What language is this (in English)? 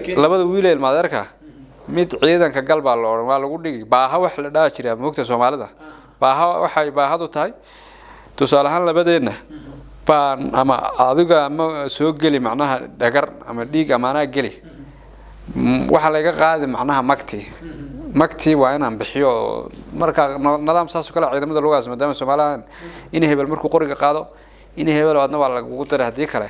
Somali